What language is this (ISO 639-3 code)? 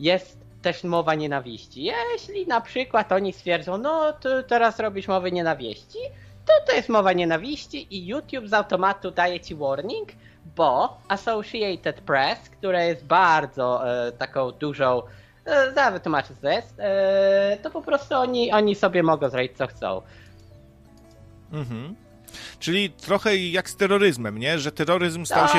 pol